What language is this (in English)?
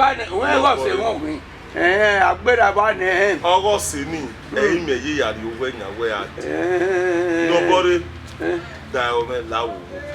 Bini